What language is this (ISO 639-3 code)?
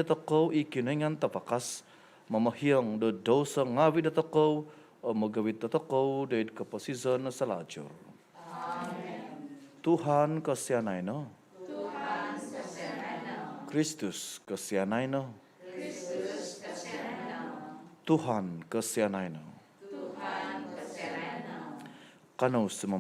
dtp